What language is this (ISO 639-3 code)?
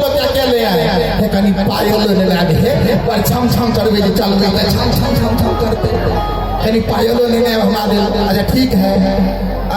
mai